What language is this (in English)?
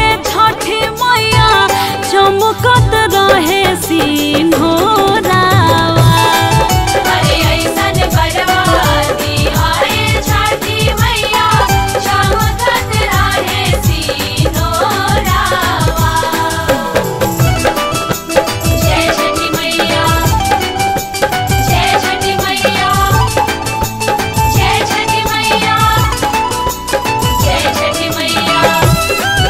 Bhojpuri